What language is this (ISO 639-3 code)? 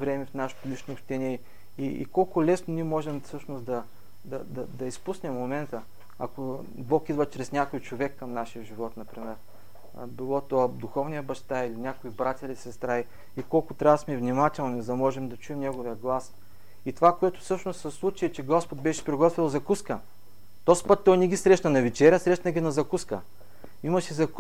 bul